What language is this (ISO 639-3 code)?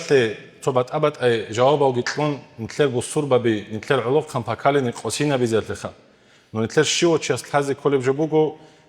ava